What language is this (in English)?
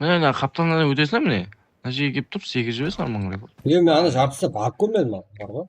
Kara-Kalpak